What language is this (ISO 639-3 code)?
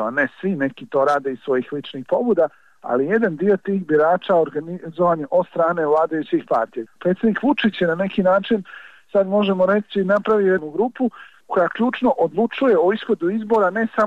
bos